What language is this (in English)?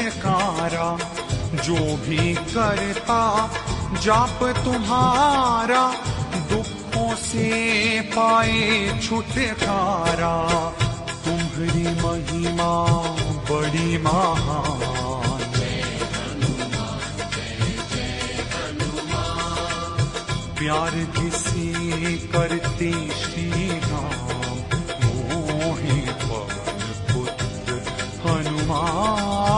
Hindi